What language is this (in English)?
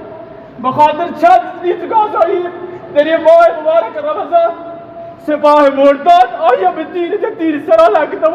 Baluchi